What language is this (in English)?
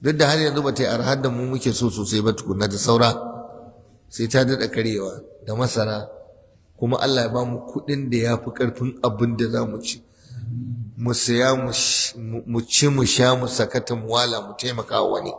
Hausa